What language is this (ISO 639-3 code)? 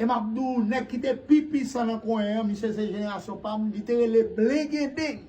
hat